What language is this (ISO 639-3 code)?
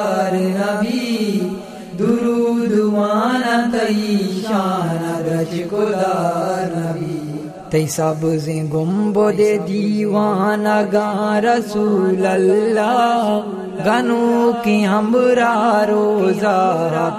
bgp